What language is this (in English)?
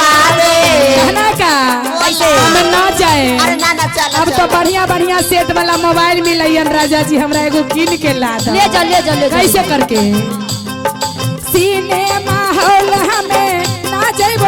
Magahi